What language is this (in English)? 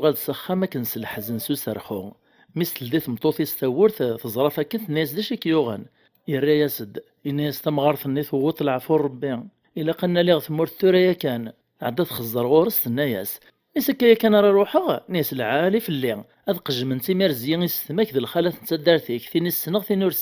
Kabyle